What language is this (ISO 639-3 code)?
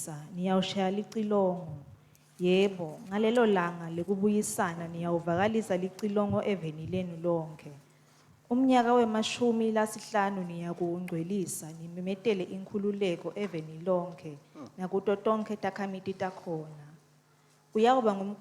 ssw